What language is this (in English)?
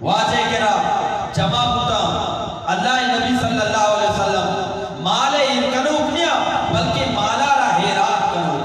Eastern Balochi